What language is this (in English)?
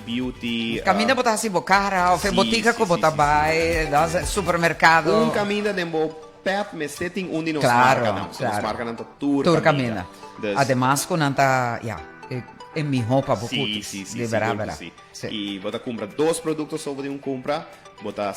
Papiamento